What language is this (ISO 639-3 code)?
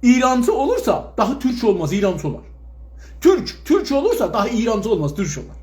azb